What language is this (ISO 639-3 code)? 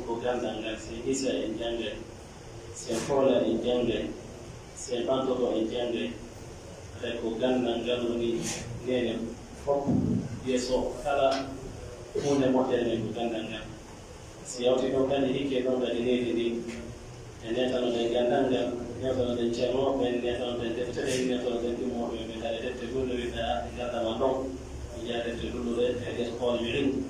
fuf